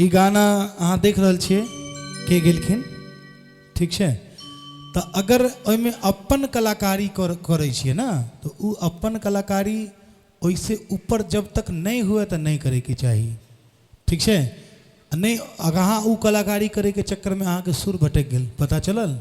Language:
Maithili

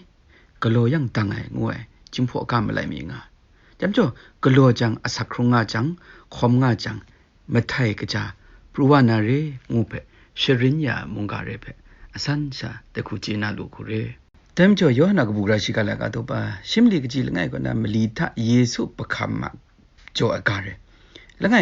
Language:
Kachin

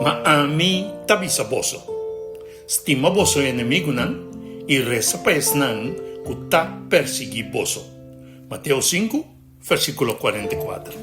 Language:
Papiamento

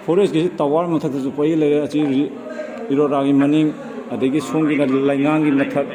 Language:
Manipuri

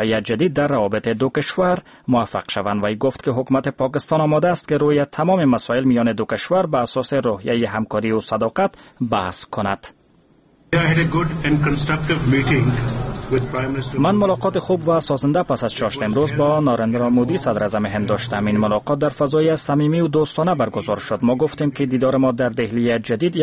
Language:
Persian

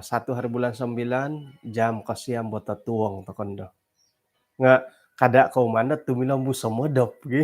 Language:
Central Dusun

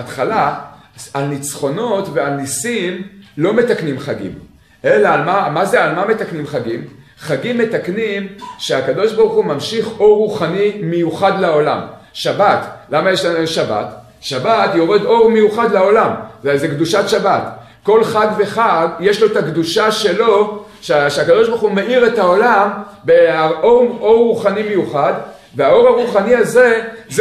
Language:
Hebrew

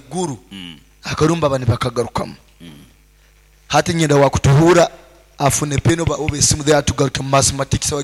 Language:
Nyoro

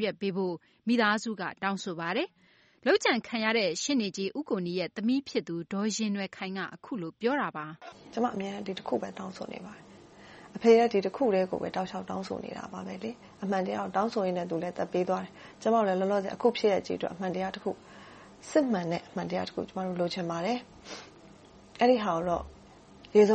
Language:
Burmese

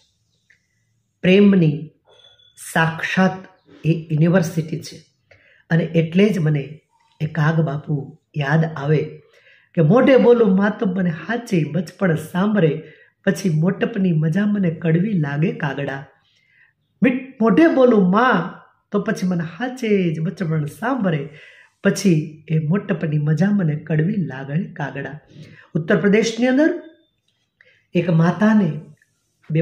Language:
Gujarati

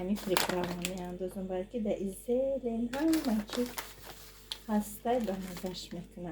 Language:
Tajik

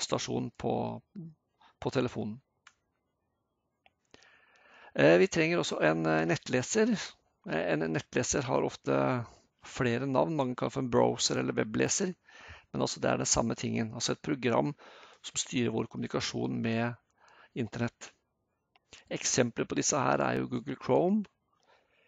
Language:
Norwegian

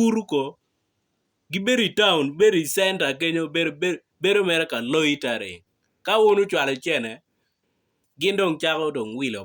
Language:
Acoli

